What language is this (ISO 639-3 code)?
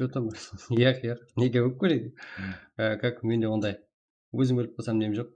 kaa